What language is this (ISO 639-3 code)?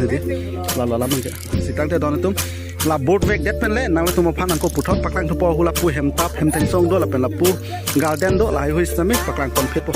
mjw